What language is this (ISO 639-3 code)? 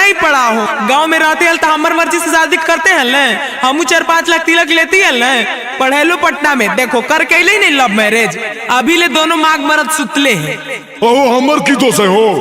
mag